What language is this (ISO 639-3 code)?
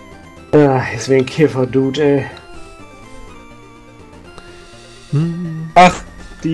deu